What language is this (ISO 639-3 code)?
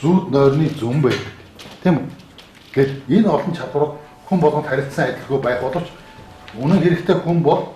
mon